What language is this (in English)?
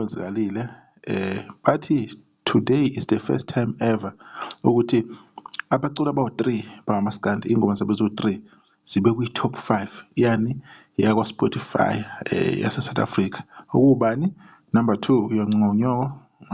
Zulu